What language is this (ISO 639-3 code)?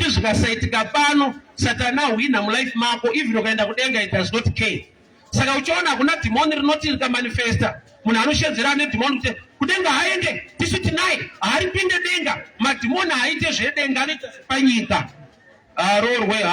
sna